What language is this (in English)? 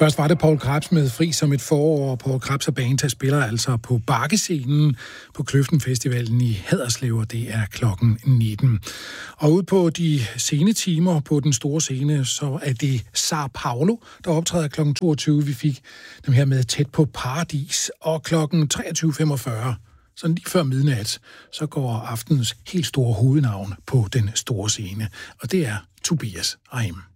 Danish